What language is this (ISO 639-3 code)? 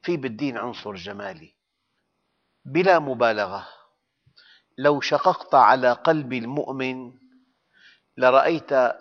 ara